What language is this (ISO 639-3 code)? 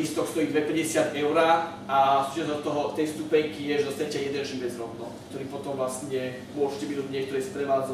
slk